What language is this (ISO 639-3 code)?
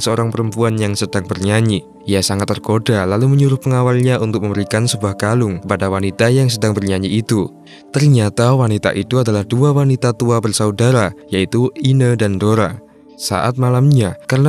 ind